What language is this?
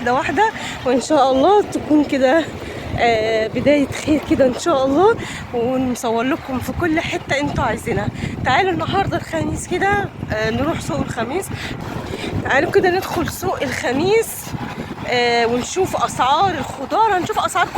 Egyptian Arabic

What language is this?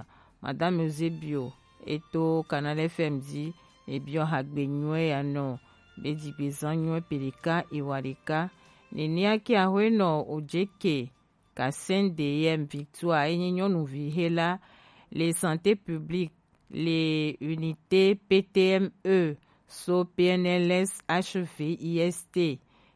Gen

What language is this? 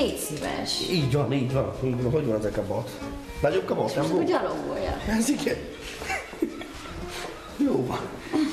Hungarian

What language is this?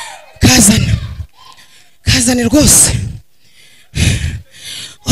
Kinyarwanda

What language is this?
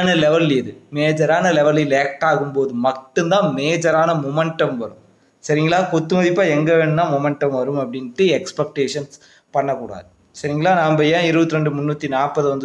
Tamil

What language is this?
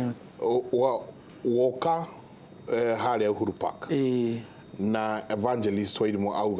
Kikuyu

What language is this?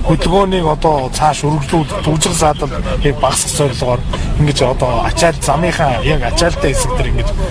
Mongolian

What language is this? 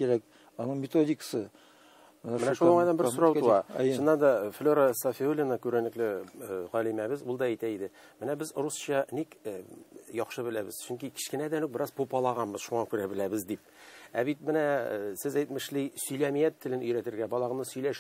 Tatar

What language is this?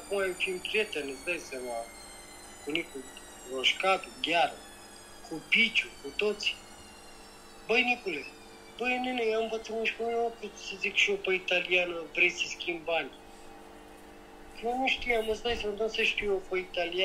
Romanian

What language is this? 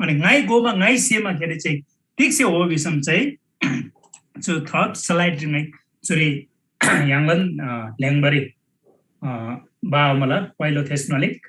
Eastern Tamang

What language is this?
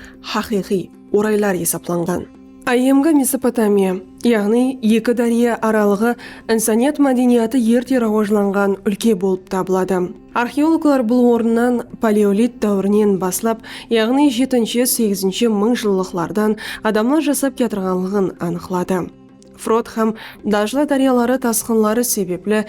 Kara-Kalpak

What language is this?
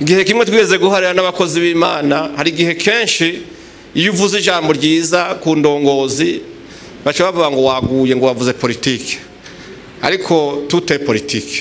Rundi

